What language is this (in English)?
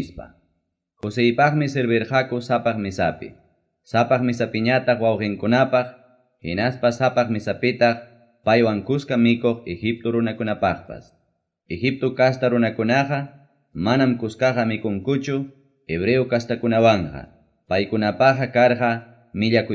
Ayacucho Quechua